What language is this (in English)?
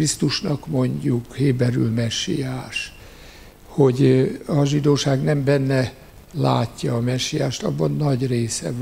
Hungarian